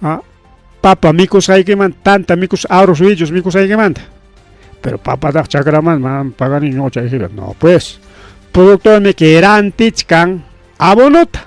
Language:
Ayacucho Quechua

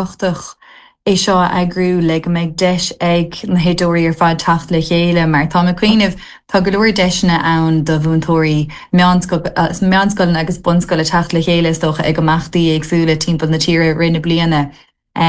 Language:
Irish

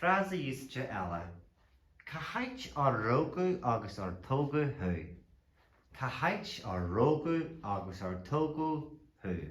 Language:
Irish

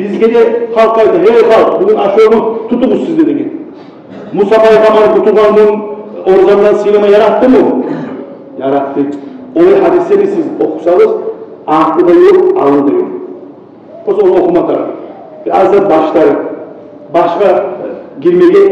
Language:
Kumyk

